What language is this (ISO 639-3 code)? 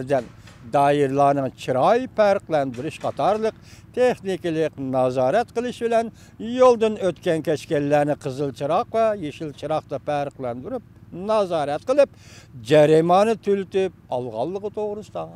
uig